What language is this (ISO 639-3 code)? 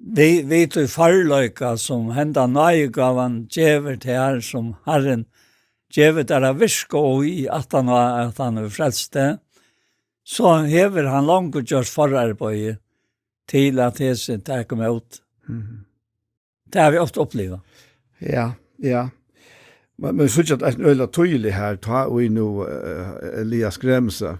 fao